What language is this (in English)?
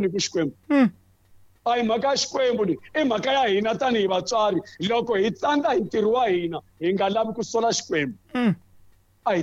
Tsonga